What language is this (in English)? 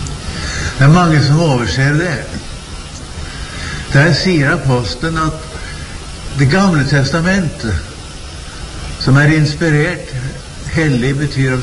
Norwegian